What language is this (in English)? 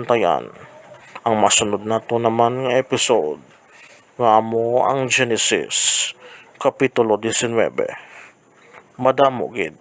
Hiligaynon